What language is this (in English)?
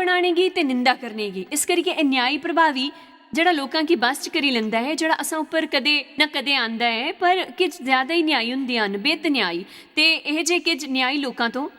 Dogri